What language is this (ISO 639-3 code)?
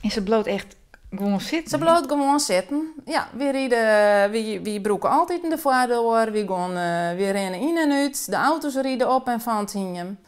fry